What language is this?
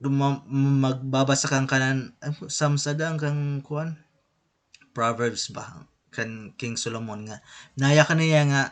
Waray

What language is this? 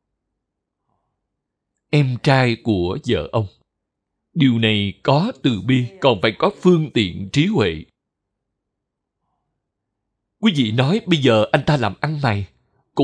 Vietnamese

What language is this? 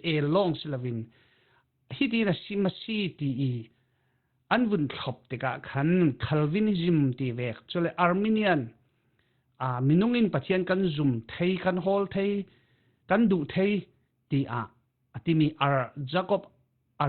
Falam Chin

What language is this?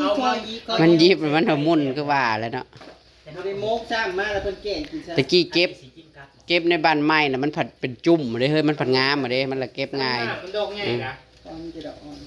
Northeastern Thai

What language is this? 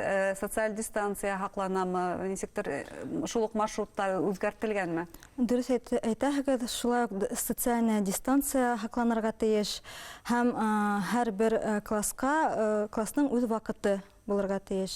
Bashkir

